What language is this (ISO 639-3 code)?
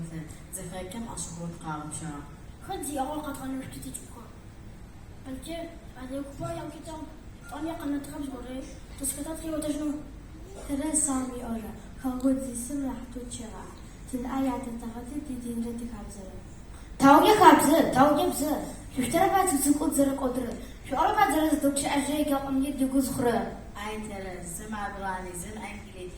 ady